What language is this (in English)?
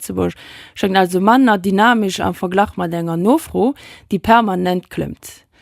Luxembourgish